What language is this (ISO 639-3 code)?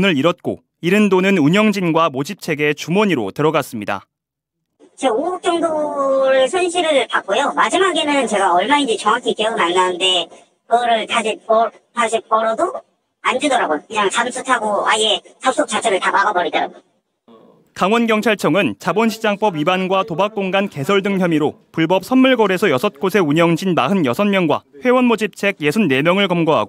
kor